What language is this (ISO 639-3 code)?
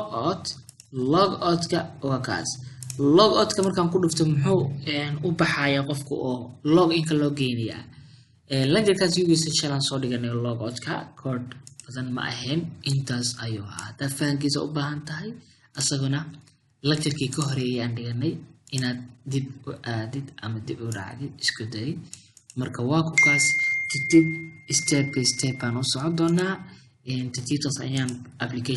som